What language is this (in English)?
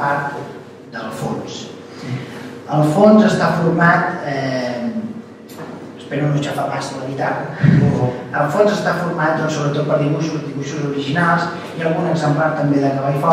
Catalan